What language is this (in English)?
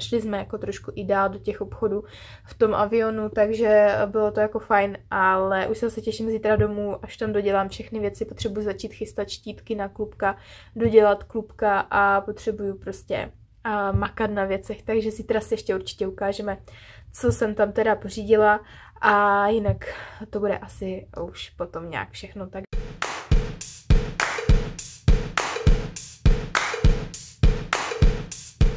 Czech